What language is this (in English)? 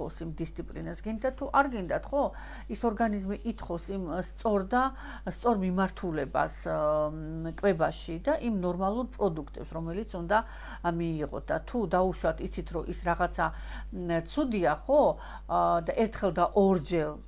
Georgian